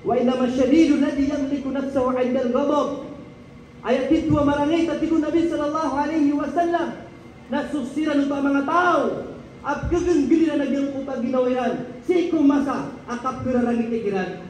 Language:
Maranao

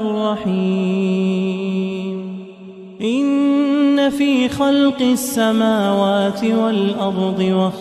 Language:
Arabic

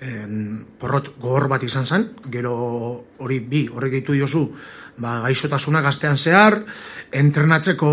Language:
Basque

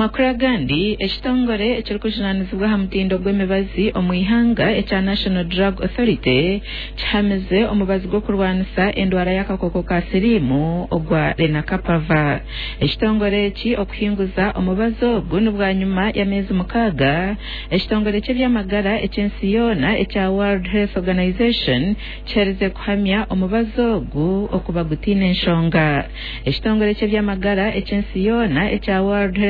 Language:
Nyankole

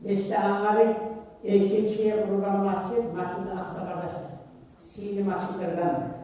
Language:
Kumyk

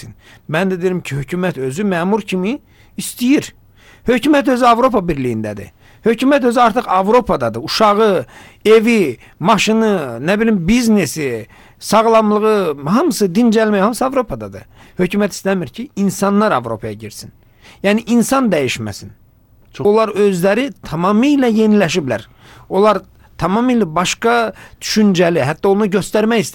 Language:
Azerbaijani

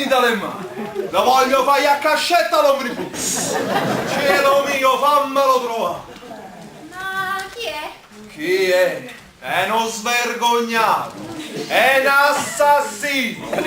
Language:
Neapolitan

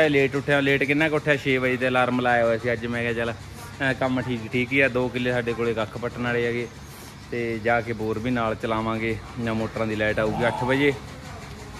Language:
Punjabi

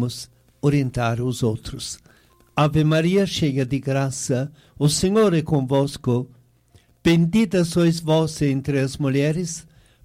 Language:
Portuguese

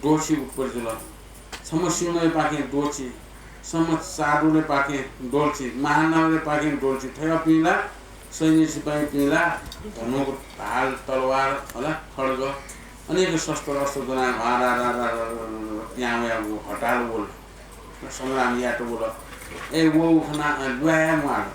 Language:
Newari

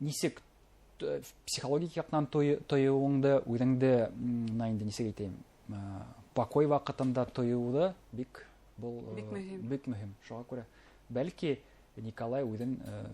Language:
Bashkir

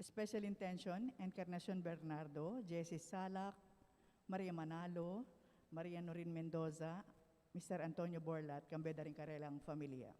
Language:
Pampanga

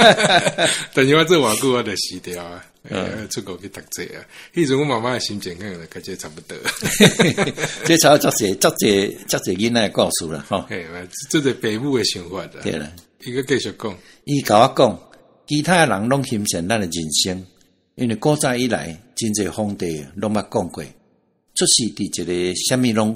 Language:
Min Nan Chinese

